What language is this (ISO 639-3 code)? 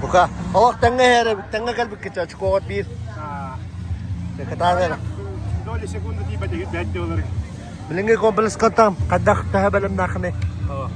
sah